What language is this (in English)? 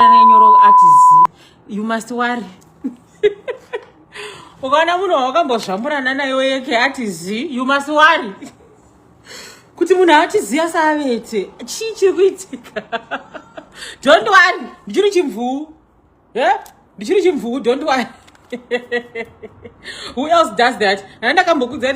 Shona